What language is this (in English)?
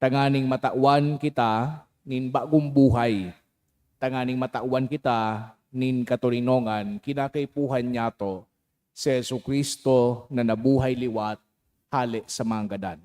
Bikol